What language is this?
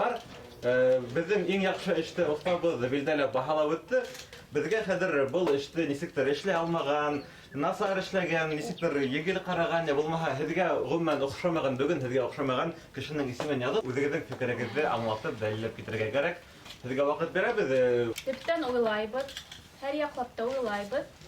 Bashkir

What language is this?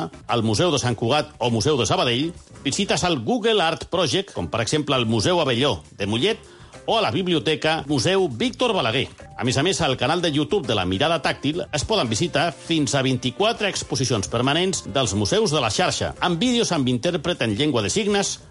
Catalan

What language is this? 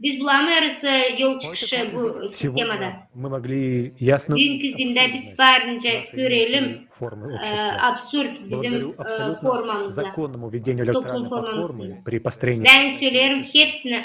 Gagauz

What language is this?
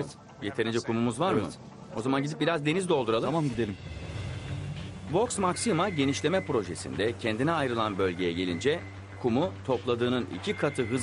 Turkish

